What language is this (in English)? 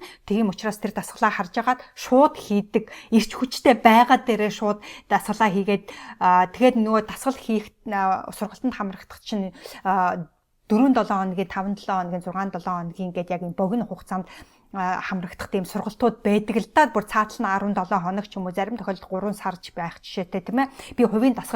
Mongolian